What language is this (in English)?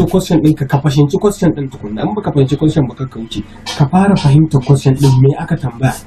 Hausa